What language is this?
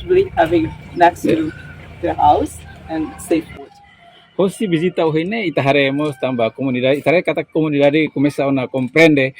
Tetum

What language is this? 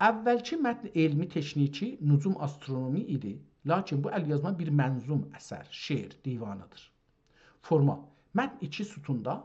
South Azerbaijani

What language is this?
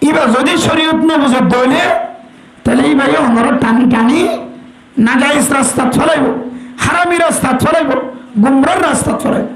Rohingya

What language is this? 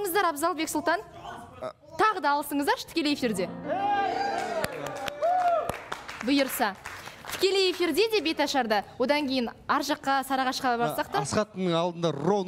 Kazakh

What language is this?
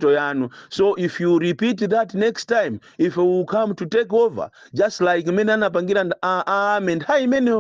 Nyanja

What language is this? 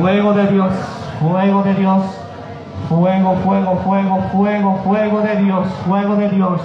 Guarani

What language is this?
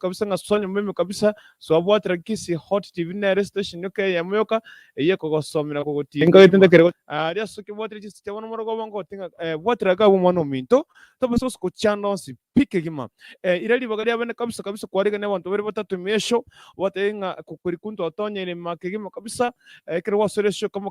Gusii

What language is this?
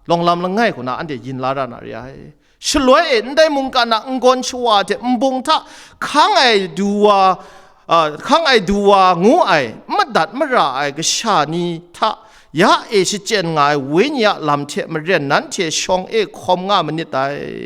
Kachin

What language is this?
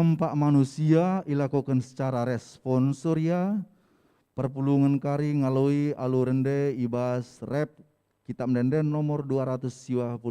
Batak Karo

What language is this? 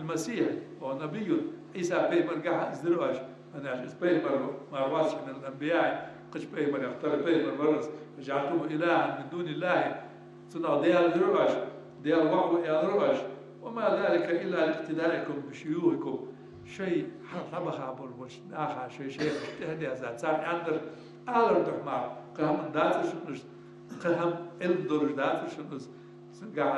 Ingush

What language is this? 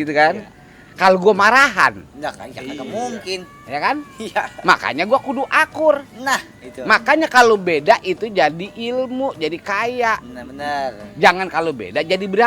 Betawi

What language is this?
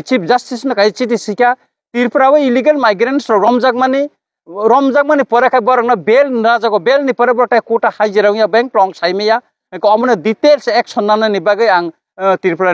Kok Borok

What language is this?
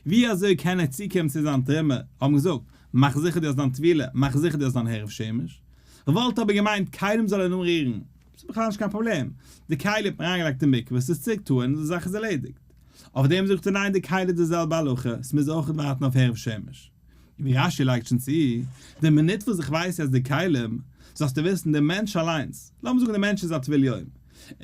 Yiddish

